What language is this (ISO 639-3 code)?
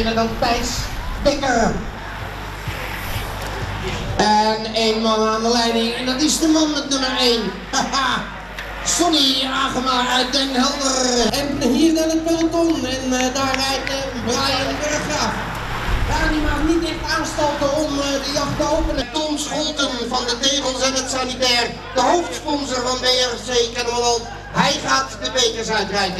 nld